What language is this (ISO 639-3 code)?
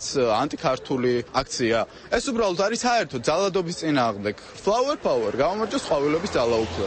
kat